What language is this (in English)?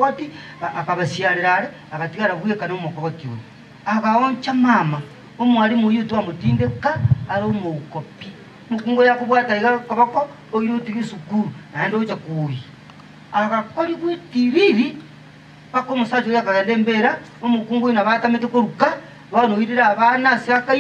Gusii